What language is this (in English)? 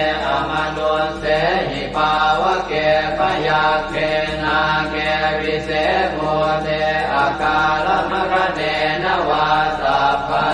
Pali